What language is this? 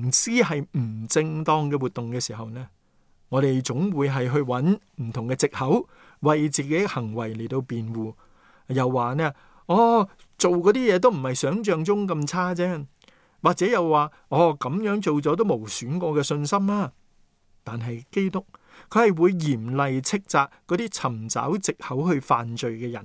Cantonese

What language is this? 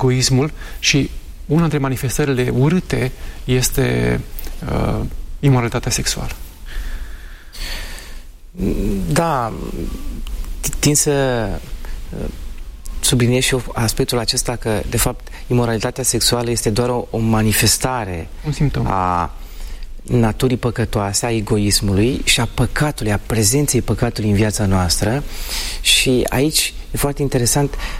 Romanian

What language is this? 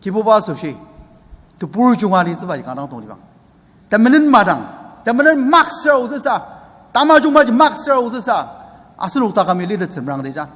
Ao Naga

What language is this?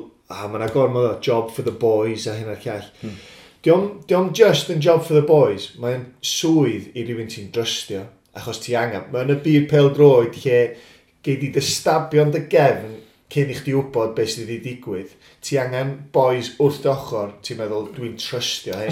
Welsh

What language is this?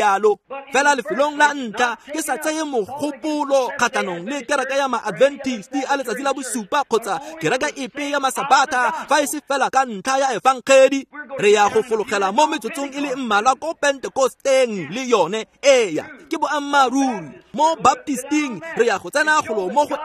Tswana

